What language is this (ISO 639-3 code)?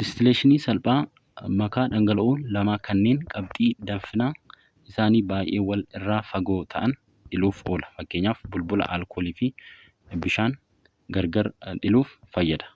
orm